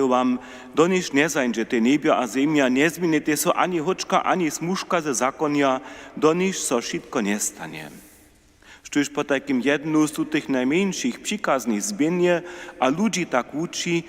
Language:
Upper Sorbian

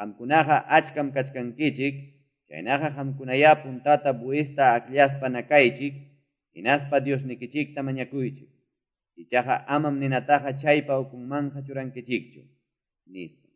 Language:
Quechua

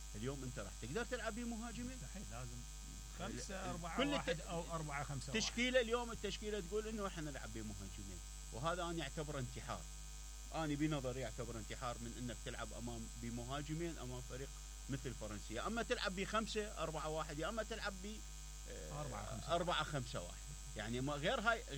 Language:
Mesopotamian Arabic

